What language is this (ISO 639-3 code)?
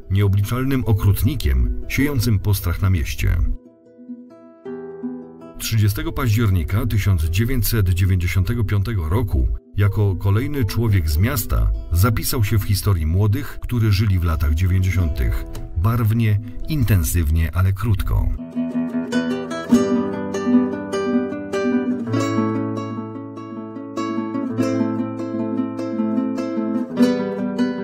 pol